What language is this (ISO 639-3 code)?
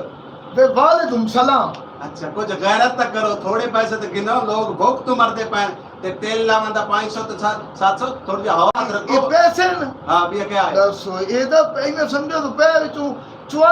skr